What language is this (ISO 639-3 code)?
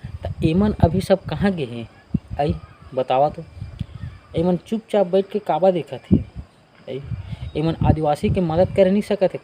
hne